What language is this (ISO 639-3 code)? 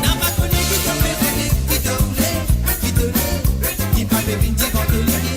mfe